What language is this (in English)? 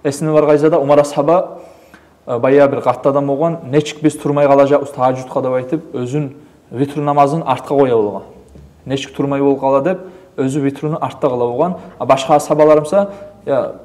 Kumyk